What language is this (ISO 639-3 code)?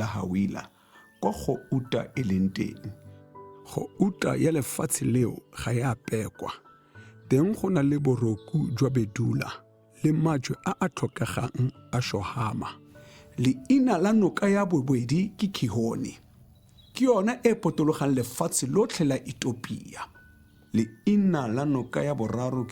tsn